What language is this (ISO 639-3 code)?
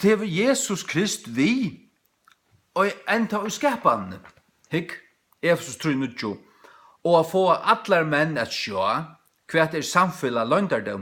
fao